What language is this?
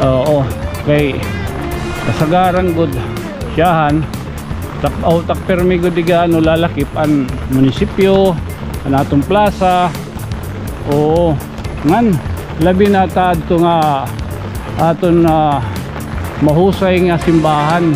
Waray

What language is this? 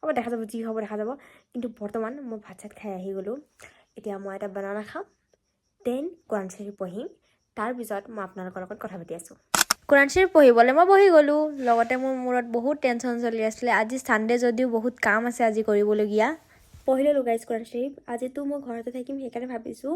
Assamese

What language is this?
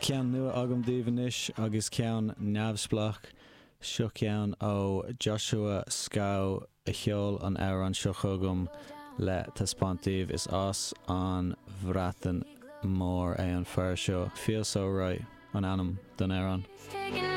Irish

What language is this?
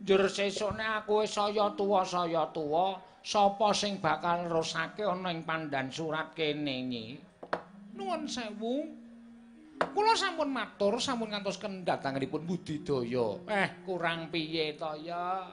Javanese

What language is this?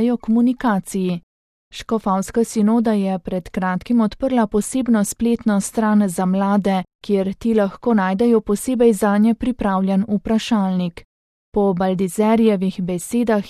Slovenian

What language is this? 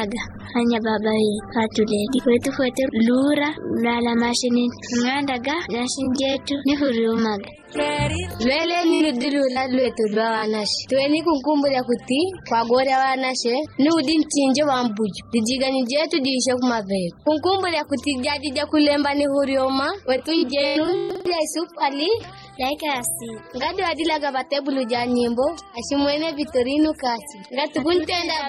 Yao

